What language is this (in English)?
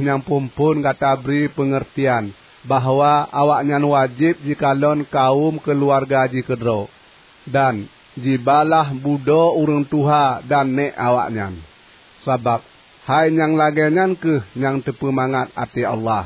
Achinese